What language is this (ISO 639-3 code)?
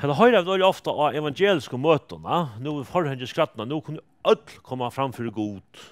fao